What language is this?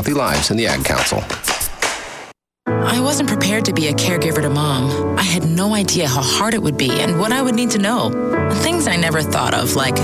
English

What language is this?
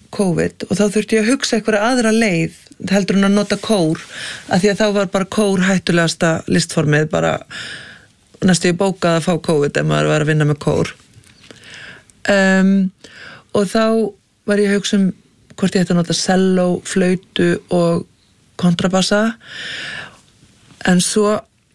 Icelandic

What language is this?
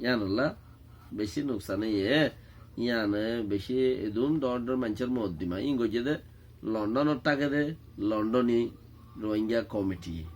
Rohingya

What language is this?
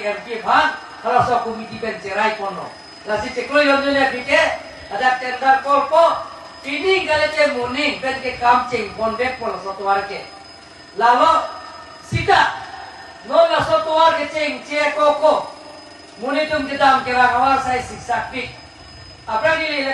Karbi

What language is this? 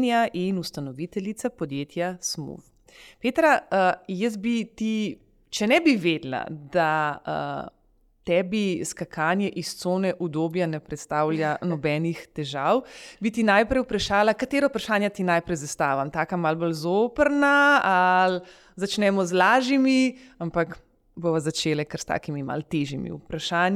Slovenian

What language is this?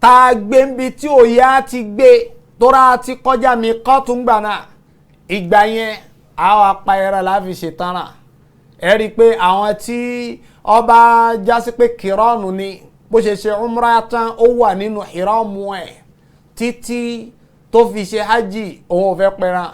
Yoruba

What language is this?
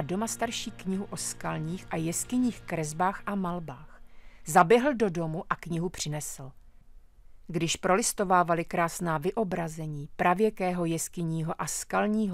Czech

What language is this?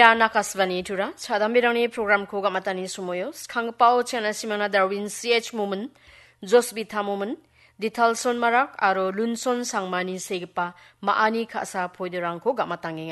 Garo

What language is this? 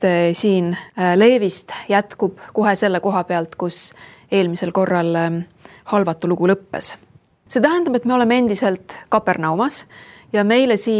Estonian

